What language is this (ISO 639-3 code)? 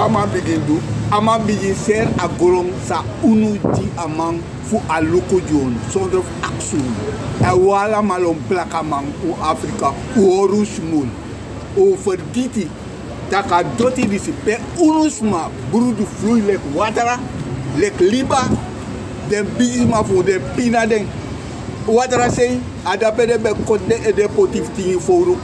srn